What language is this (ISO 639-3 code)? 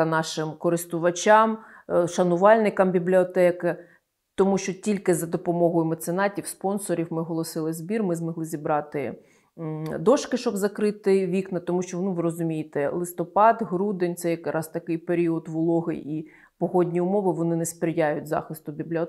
ukr